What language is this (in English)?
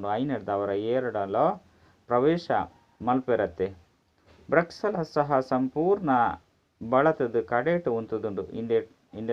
Tulu